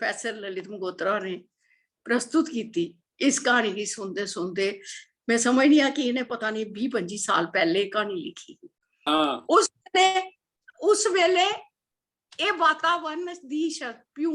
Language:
Dogri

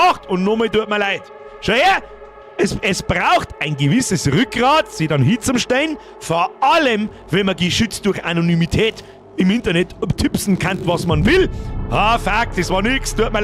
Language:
Bavarian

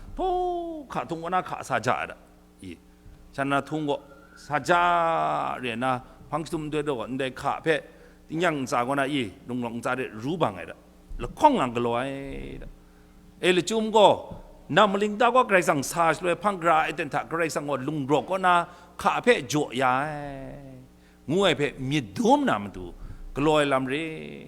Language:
Kachin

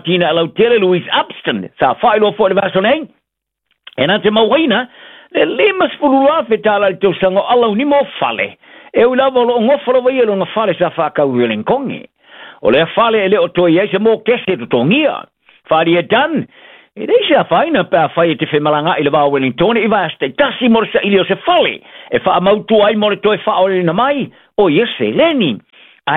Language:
Samoan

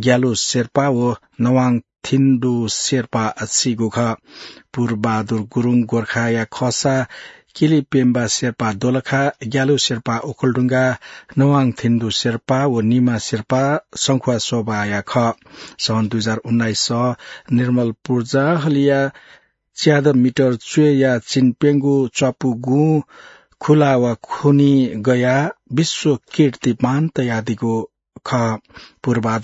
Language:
Newari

